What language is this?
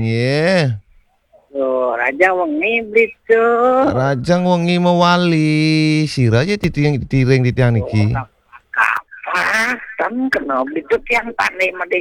Balinese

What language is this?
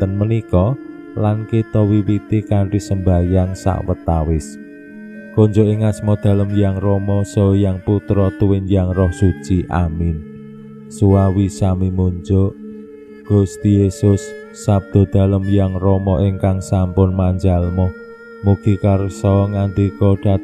Javanese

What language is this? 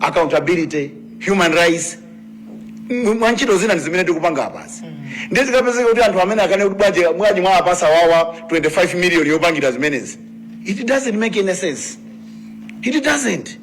Nyanja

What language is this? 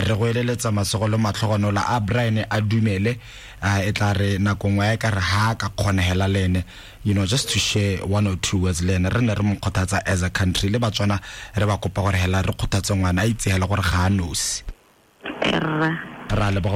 Tswana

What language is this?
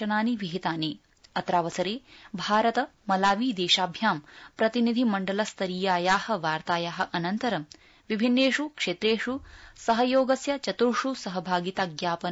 Sanskrit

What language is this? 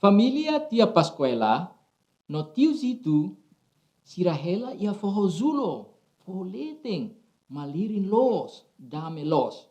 Tetum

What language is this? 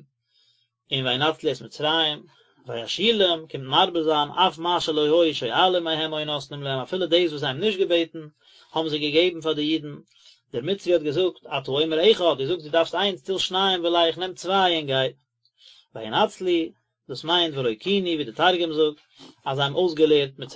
Yiddish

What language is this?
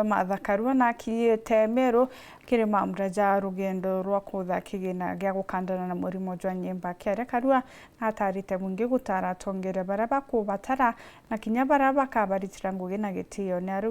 Meru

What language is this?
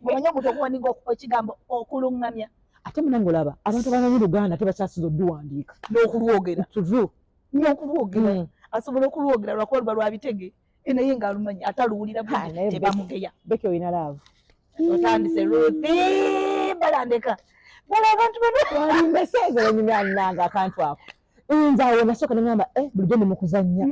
Ganda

